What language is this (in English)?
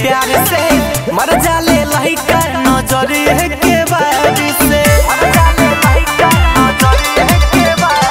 Bhojpuri